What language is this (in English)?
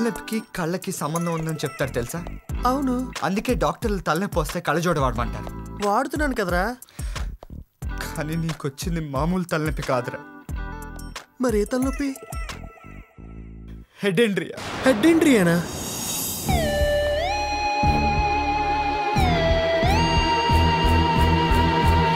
Telugu